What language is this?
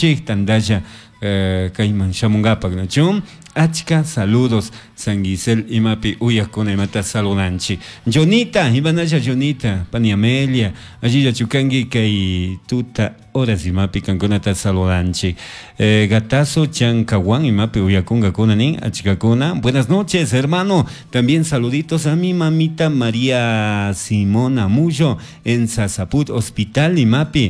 Chimborazo Highland Quichua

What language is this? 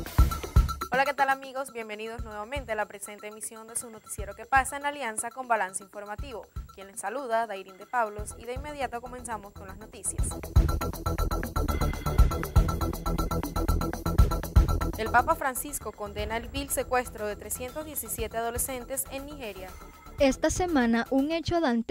Spanish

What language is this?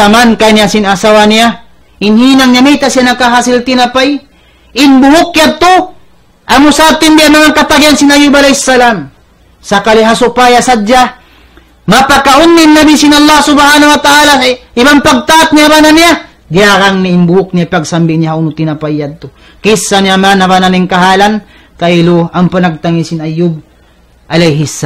Tausug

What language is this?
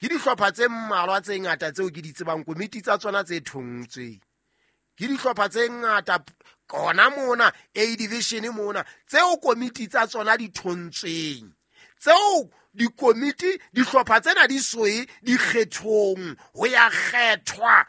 Southern Sotho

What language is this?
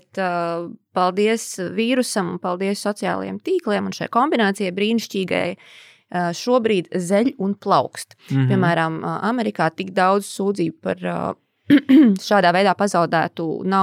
Latvian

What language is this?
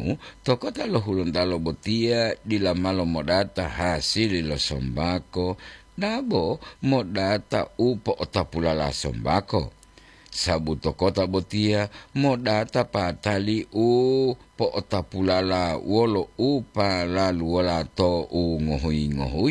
Gorontalo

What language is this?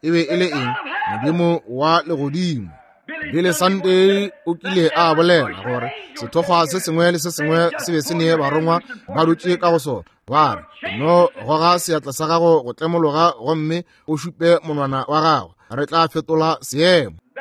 Northern Sotho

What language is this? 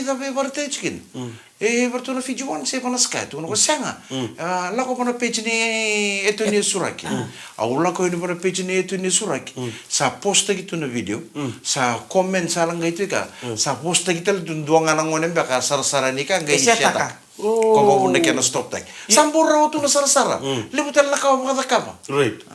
Fijian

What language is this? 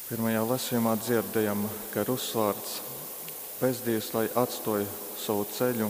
Latgalian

